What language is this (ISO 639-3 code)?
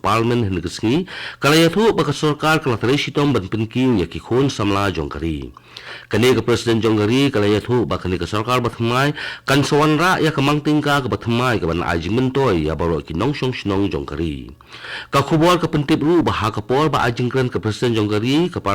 kha